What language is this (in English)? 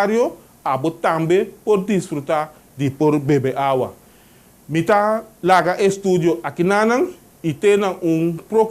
Papiamento